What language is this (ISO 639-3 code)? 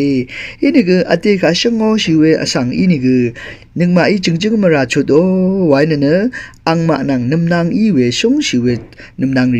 raw